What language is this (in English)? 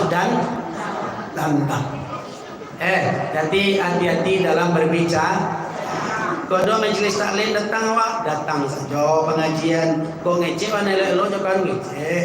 Minangkabau